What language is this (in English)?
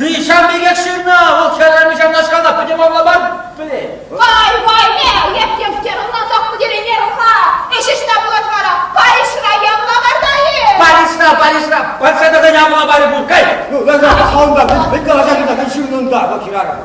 Chuvash